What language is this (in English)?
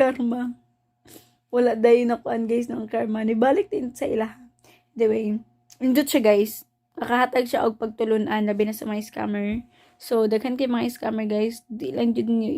Cebuano